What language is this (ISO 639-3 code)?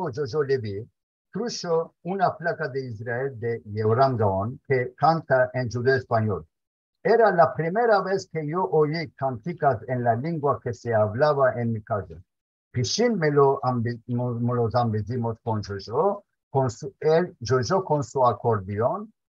lad